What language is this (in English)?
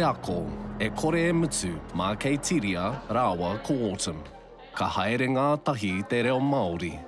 Māori